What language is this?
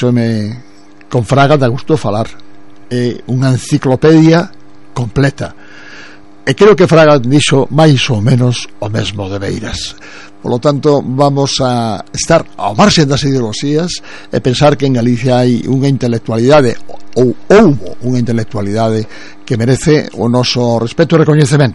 Galician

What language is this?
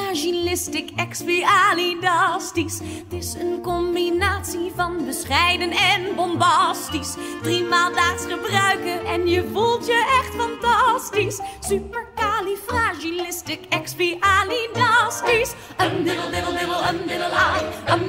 Dutch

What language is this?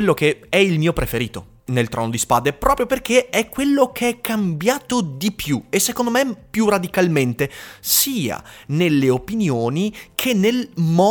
Italian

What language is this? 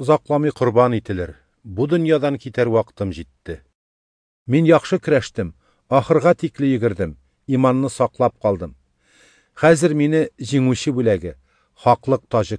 Tatar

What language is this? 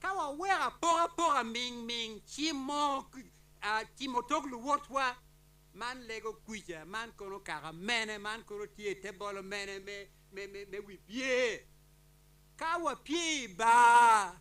Acoli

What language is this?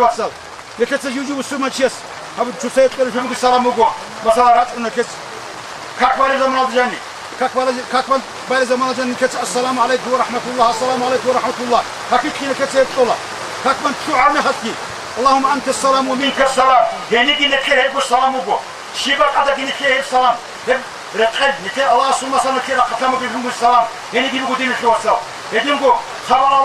Avaric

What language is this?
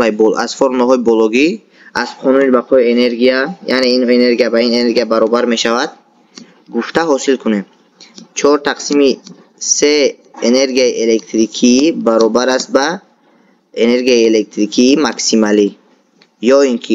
Tajik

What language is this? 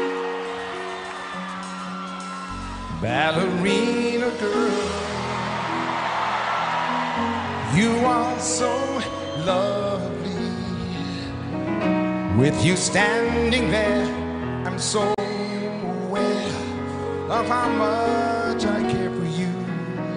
English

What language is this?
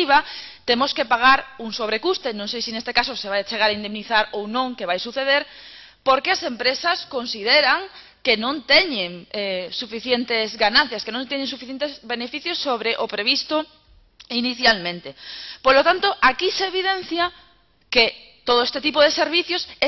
Galician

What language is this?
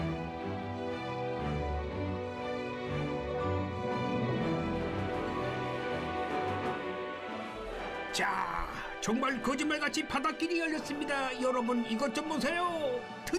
Korean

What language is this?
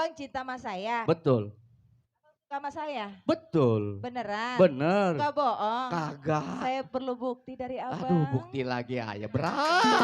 Betawi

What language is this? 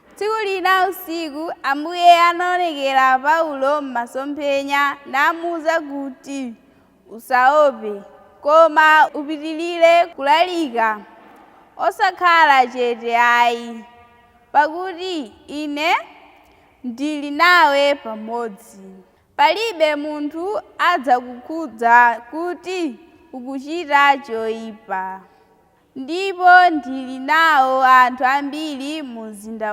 Nyanja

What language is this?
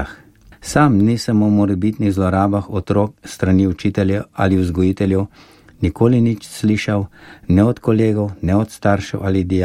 Slovenian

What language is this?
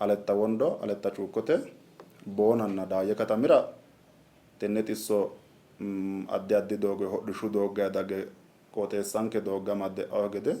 Sidamo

